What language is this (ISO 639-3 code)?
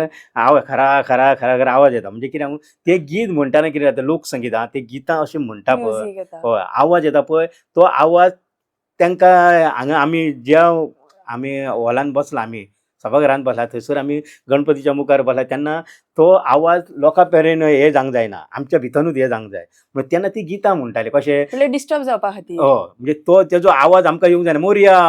kok